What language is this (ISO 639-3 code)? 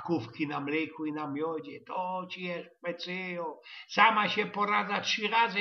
szl